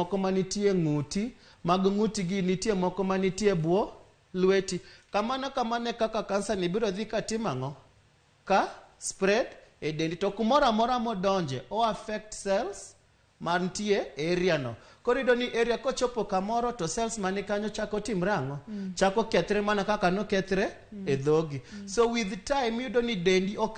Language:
Luo (Kenya and Tanzania)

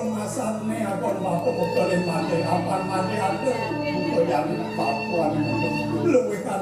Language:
Balinese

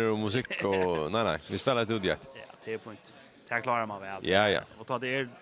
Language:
Faroese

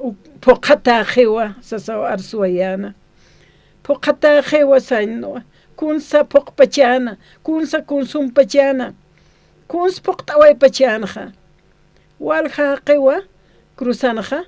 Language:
Aymara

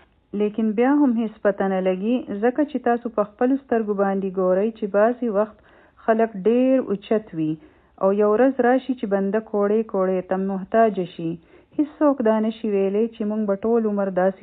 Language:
Pashto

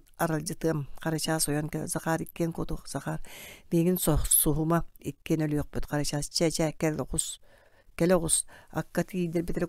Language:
Yakut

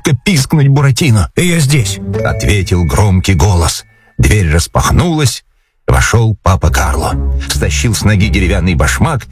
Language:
Russian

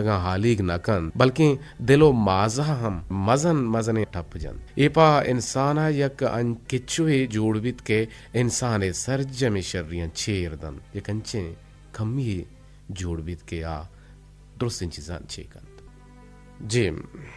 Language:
Eastern Balochi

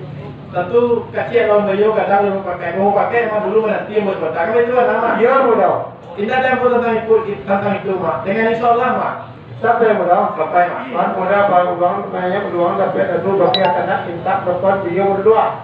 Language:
Minangkabau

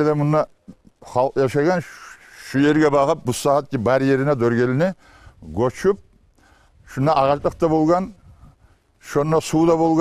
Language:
Kumyk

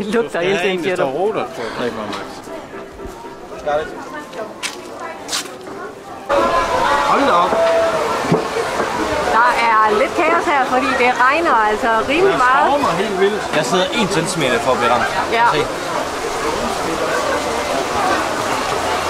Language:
Danish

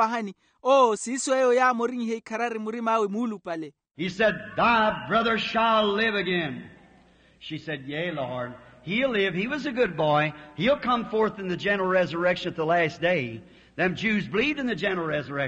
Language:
Makhuwa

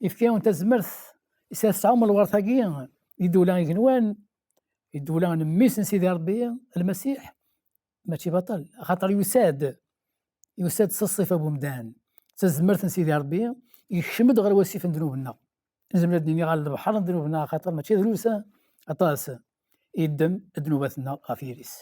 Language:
Kabyle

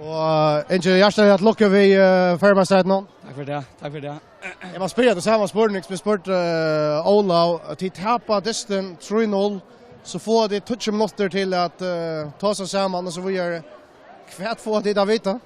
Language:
Faroese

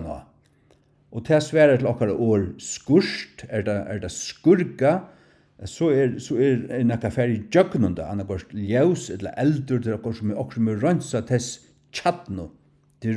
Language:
Faroese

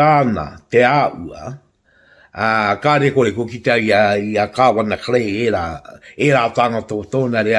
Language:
Māori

